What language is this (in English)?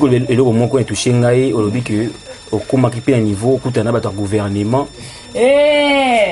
Lingala